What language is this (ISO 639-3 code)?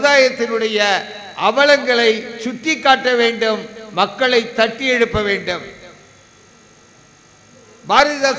tam